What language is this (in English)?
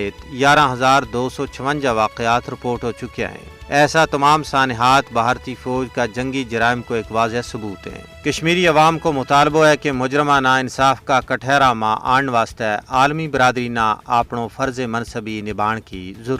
Gujari